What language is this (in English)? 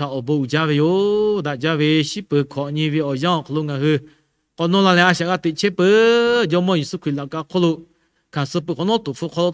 Lahu